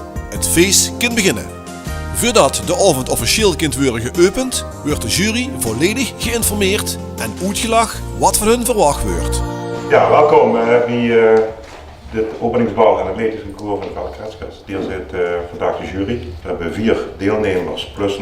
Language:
Limburgish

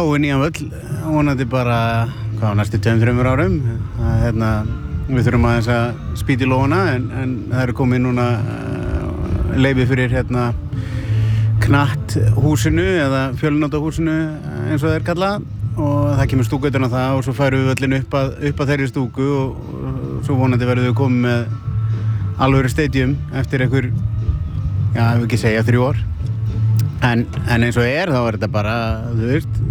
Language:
Icelandic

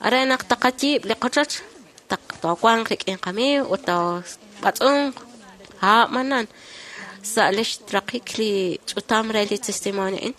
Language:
Kekchí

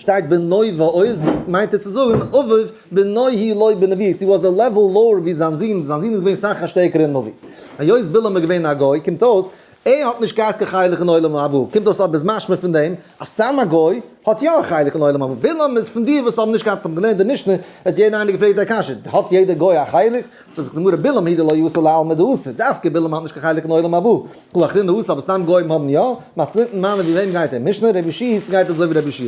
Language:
Yiddish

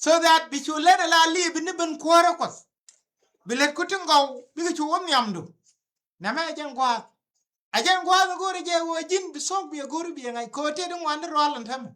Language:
Nuer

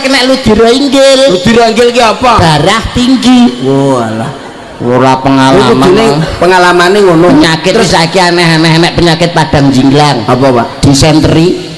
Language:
Javanese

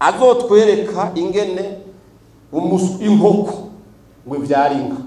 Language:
Rundi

